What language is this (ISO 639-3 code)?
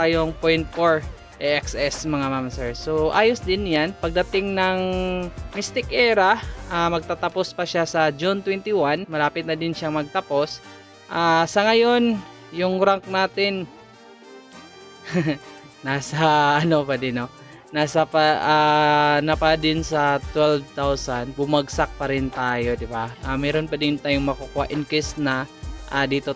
fil